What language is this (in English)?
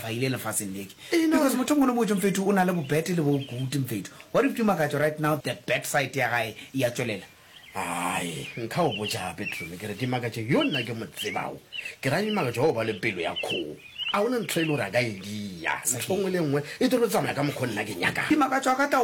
Northern Sotho